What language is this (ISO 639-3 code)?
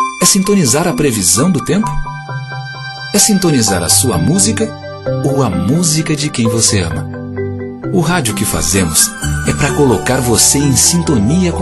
por